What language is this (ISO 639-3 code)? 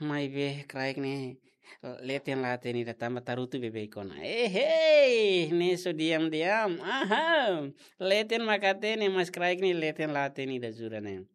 tet